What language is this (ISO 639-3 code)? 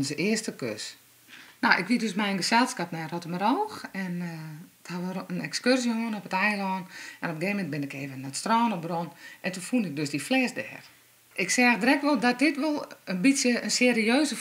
fry